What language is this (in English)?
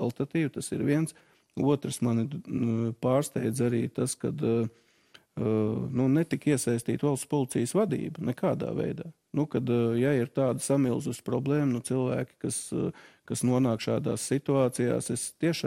Latvian